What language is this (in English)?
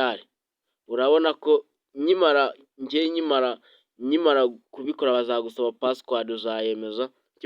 Kinyarwanda